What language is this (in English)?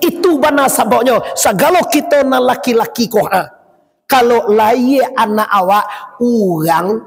Minangkabau